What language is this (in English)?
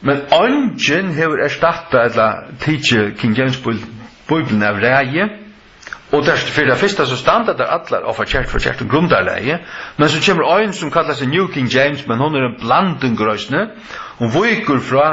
Faroese